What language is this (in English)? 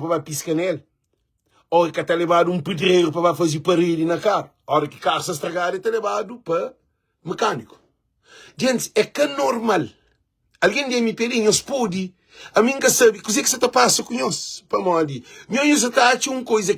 Kabuverdianu